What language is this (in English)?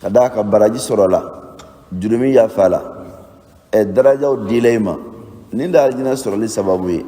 Bambara